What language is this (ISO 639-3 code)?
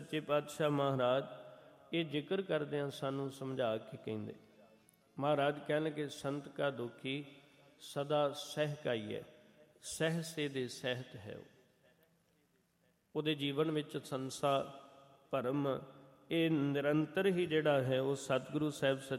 pan